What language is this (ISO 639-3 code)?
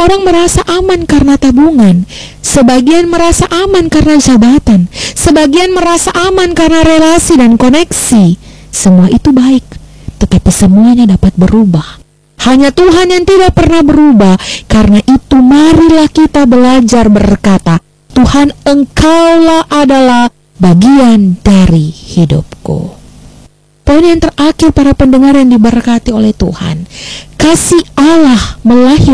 ind